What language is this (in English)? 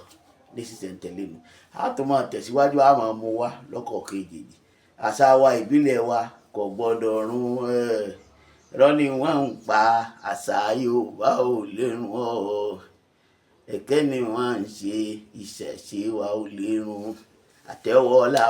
Yoruba